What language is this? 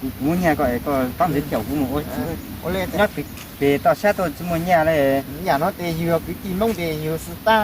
Hmong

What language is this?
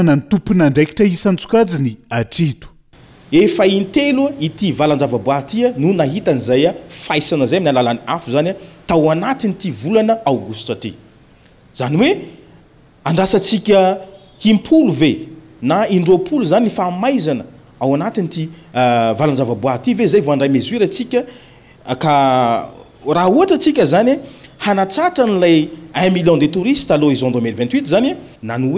Malagasy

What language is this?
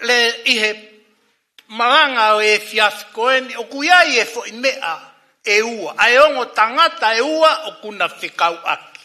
Tongan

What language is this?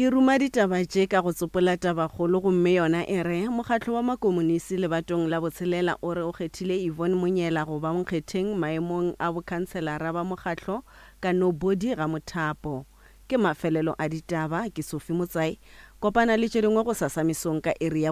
Northern Sotho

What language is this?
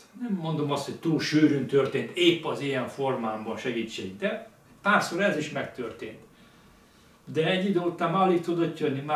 Hungarian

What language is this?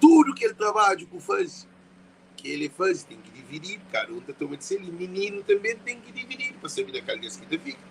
Kabuverdianu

